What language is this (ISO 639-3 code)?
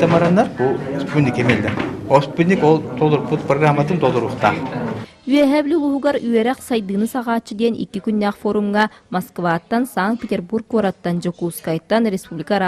sah